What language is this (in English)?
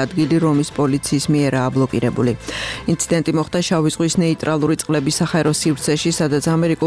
Georgian